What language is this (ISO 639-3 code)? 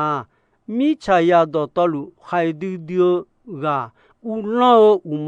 ahk